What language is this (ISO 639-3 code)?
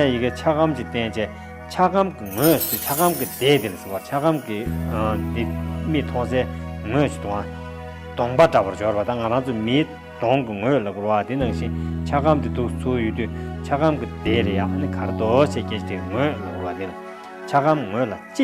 bod